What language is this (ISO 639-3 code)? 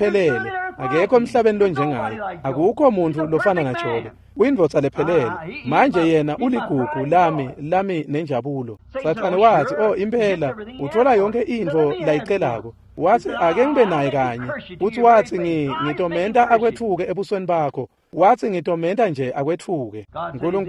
ssw